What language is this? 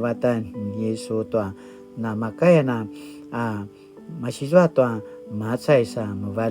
Paiwan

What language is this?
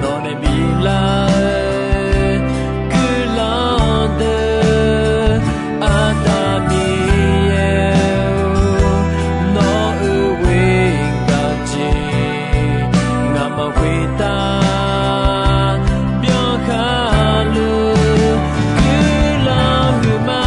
Akha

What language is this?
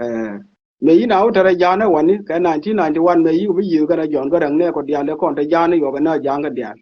Nuer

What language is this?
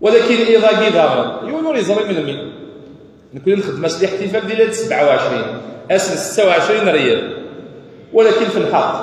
Kabyle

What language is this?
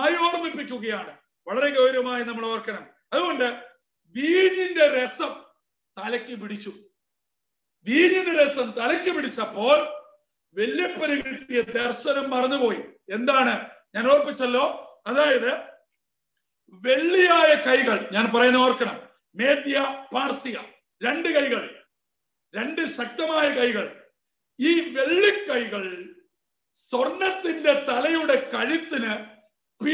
Malayalam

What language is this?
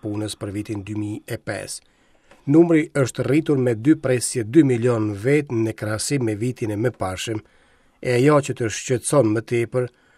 Albanian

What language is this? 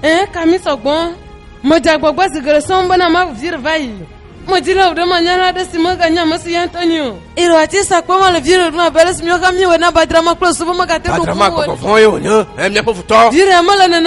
Ewe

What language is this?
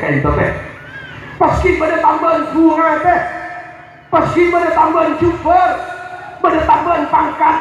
Madurese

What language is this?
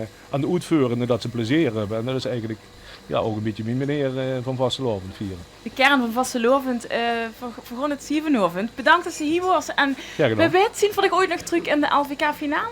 Limburgish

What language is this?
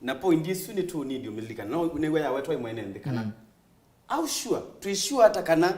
Kamba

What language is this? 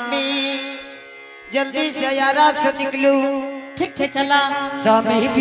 Angika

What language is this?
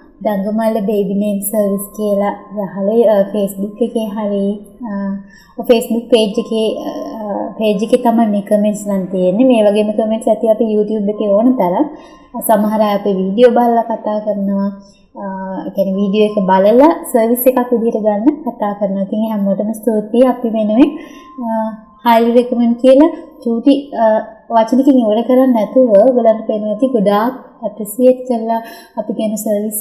Sinhala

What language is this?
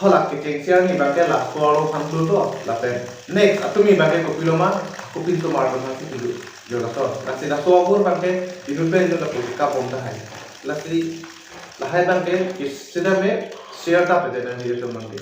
Karbi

